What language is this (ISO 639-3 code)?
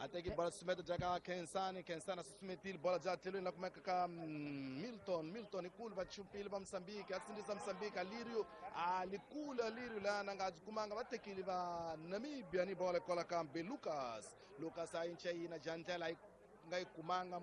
tso